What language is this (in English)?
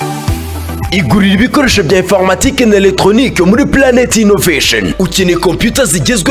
Kinyarwanda